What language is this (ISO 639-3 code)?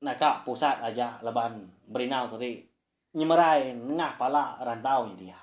iba